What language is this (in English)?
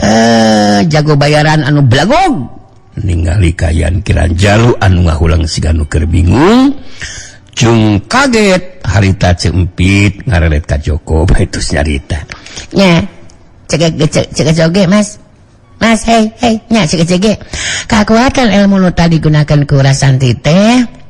Sundanese